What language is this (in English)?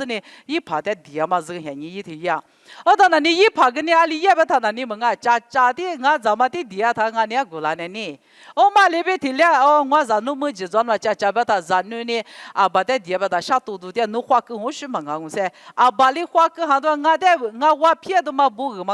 Lisu